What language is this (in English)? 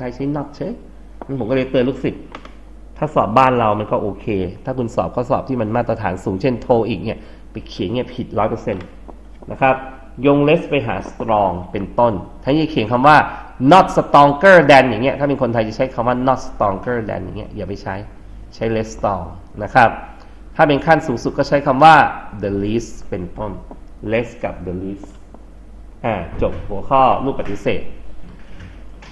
Thai